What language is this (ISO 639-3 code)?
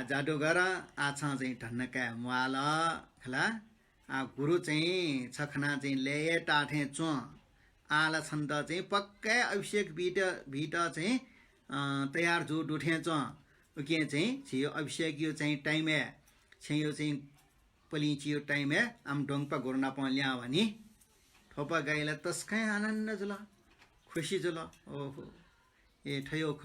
new